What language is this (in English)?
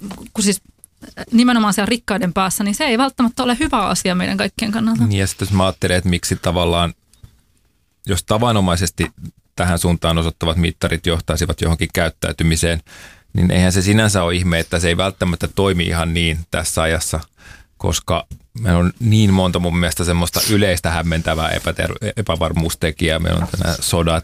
Finnish